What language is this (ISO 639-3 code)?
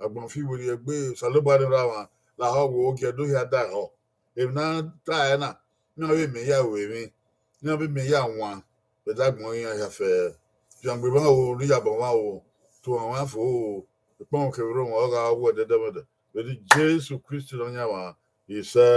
bin